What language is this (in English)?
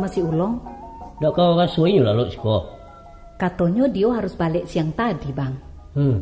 Minangkabau